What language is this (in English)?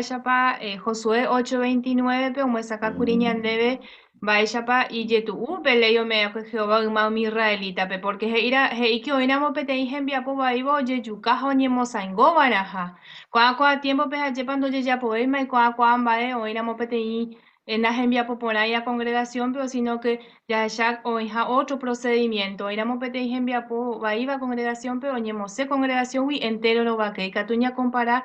Guarani